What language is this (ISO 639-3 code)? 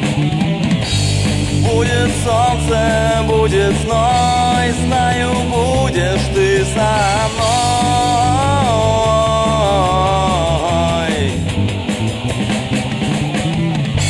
rus